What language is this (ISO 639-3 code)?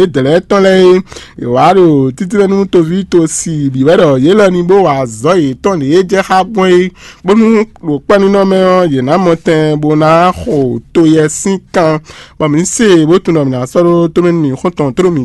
fon